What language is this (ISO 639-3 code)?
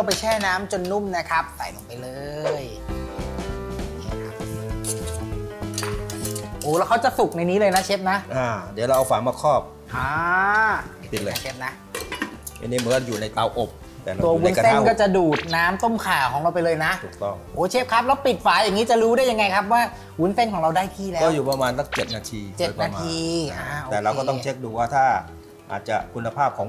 tha